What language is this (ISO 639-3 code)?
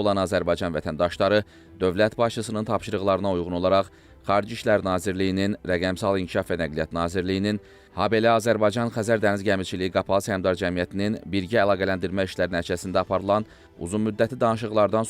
aze